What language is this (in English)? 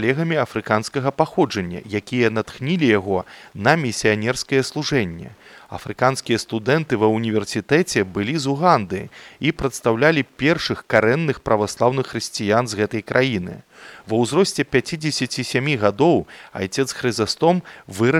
Belarusian